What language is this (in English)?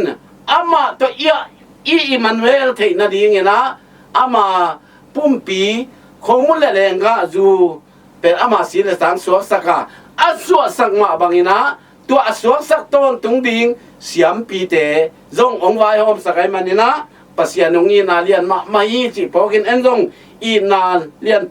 Tedim Chin